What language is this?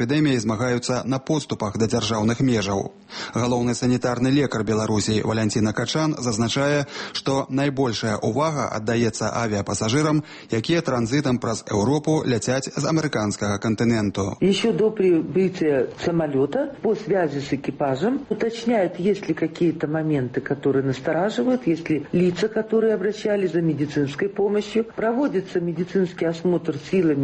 Belarusian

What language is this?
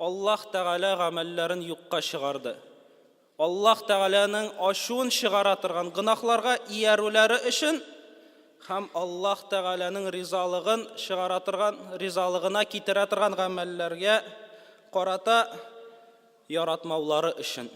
Tatar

